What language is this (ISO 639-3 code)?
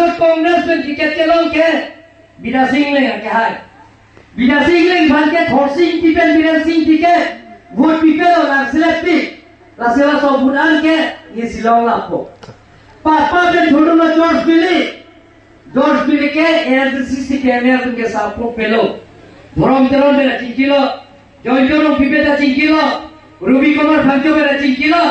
mjw